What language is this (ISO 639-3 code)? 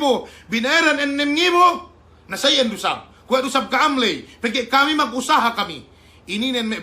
yka